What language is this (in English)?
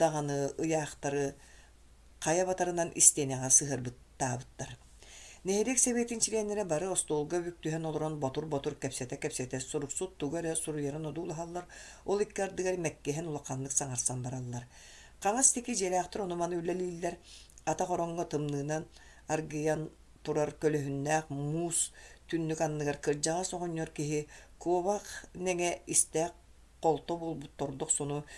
Yakut